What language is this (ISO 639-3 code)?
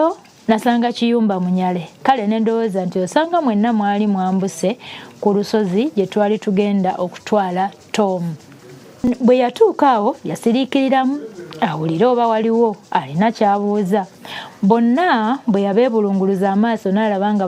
lug